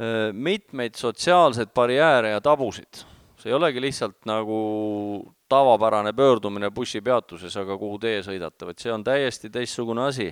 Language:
Estonian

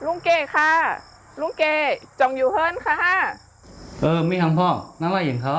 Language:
Shan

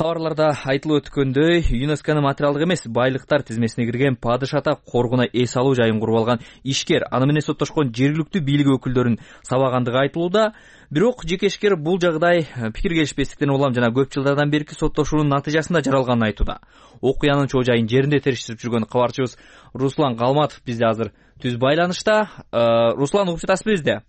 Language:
Kyrgyz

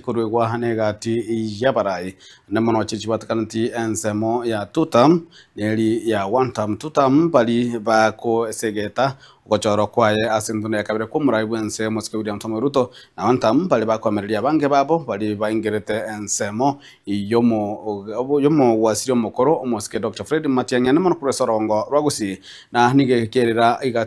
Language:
Gusii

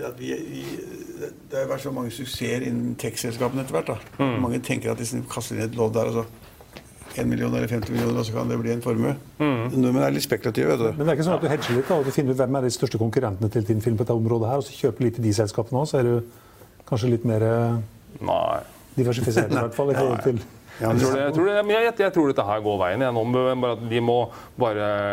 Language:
Norwegian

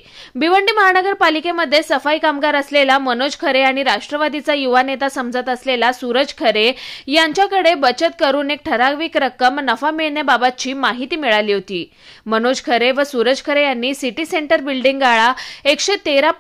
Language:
Marathi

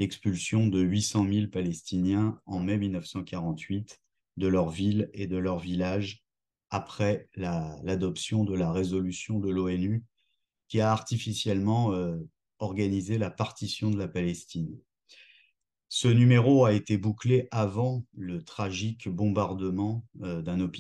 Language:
French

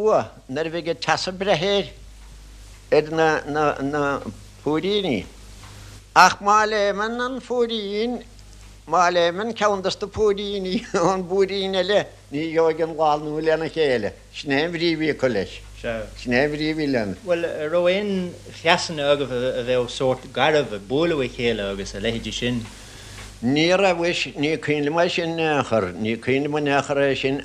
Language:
Irish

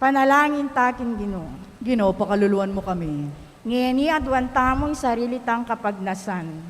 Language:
Pampanga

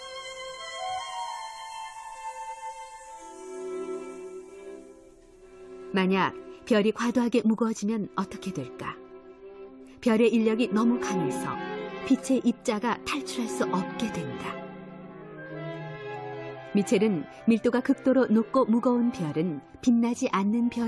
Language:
Korean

